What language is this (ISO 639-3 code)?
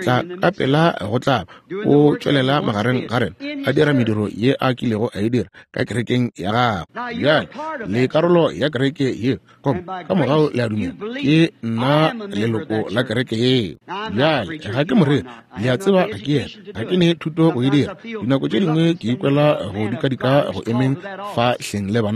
nso